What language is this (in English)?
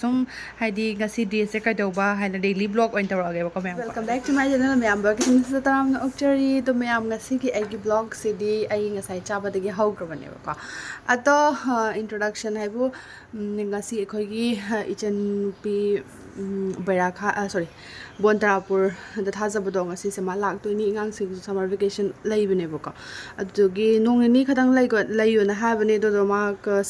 Manipuri